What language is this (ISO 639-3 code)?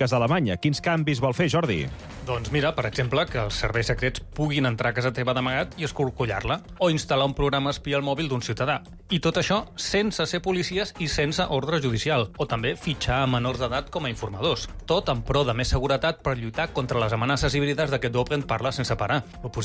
cat